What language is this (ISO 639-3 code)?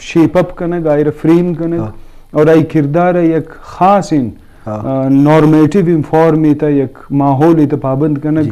bgp